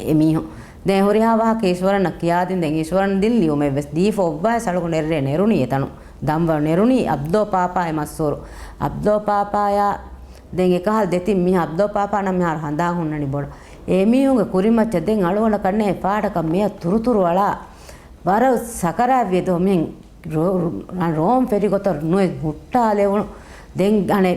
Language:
Divehi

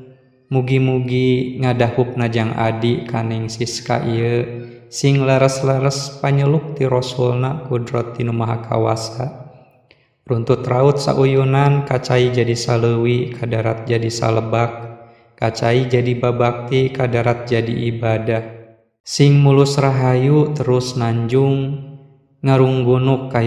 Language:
Sundanese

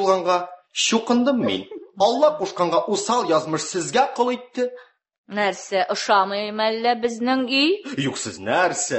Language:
Tatar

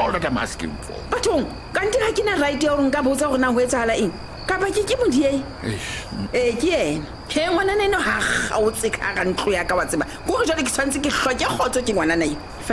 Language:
Southern Sotho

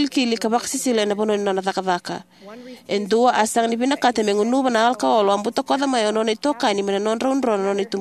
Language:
Fijian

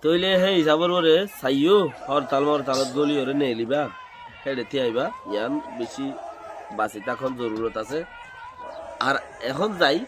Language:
Rohingya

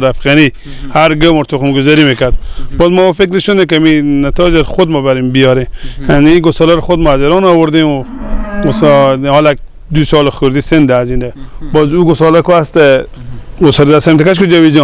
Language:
Persian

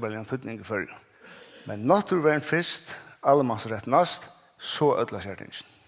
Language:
Faroese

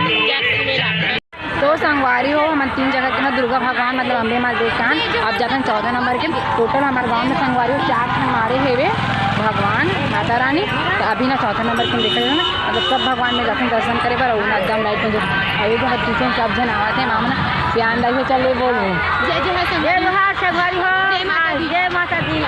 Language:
Chhattisgarhi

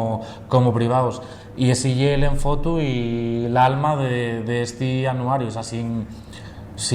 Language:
Asturian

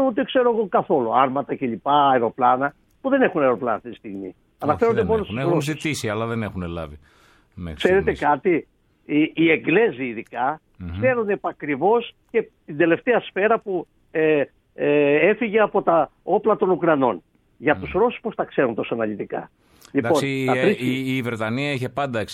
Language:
Greek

